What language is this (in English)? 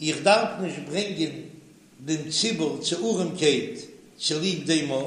Yiddish